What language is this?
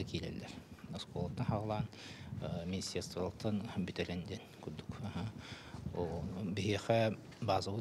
Yakut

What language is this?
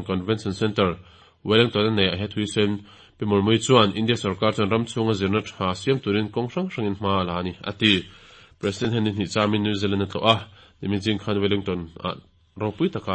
Mizo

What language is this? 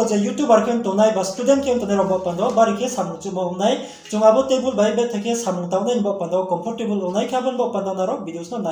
Riang (India)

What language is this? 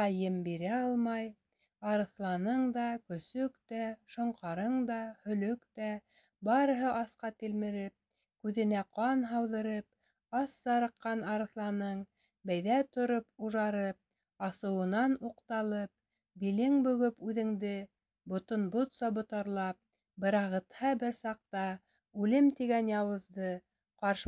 Bashkir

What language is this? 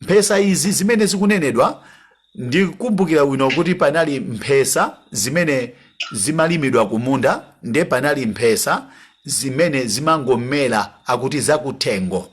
Nyanja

